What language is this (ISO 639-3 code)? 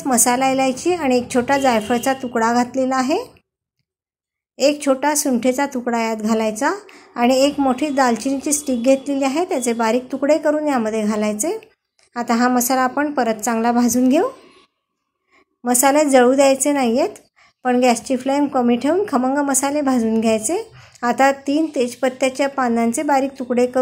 mar